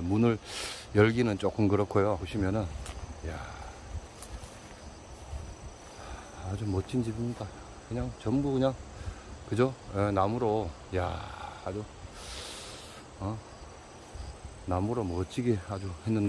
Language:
Korean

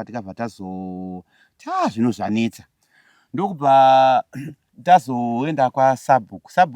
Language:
Shona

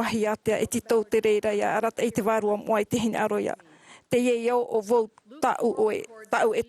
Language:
Tahitian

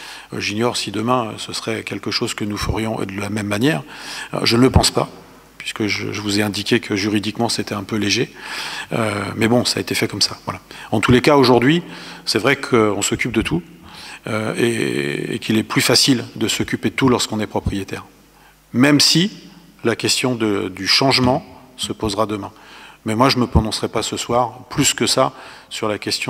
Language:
French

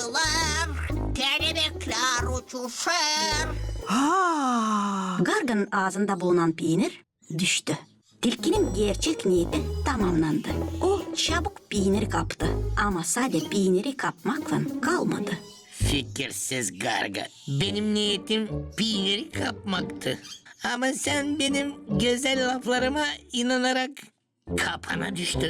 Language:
Gagauz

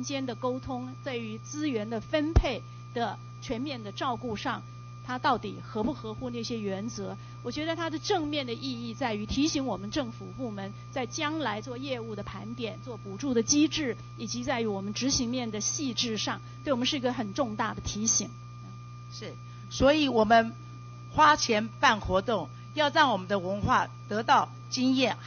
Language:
Chinese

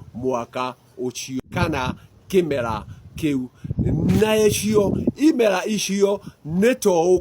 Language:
Kikuyu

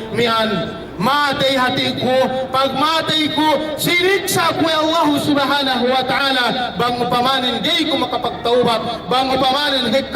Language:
Yakan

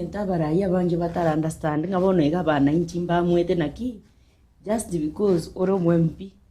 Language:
Gusii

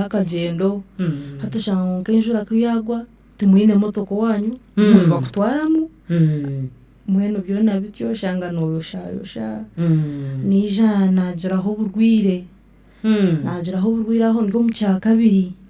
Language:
Nyankole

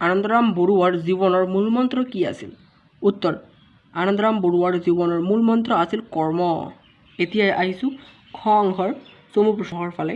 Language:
Assamese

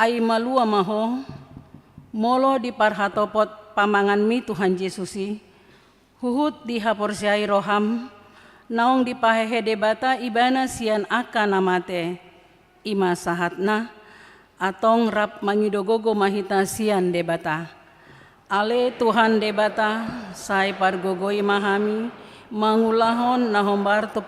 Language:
Batak Toba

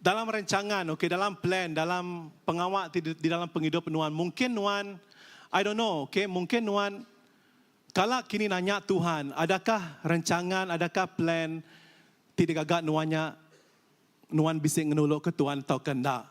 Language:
Iban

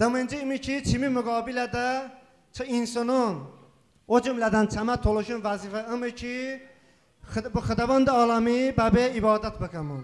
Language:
Talysh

